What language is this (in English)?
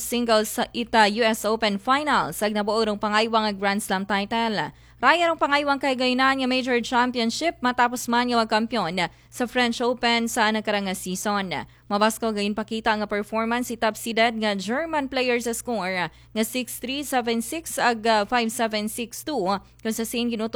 Aklanon